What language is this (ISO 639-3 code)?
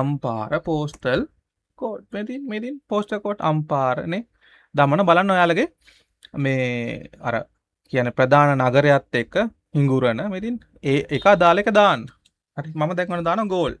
sin